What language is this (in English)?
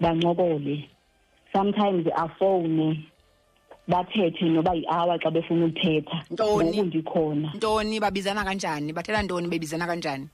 Xhosa